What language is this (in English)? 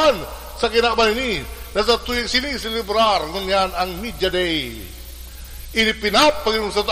Bikol